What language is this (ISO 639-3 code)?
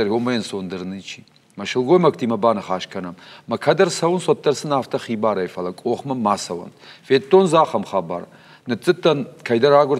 oss